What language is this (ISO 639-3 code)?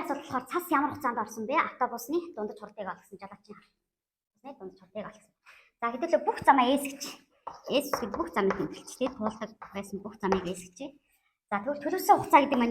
mon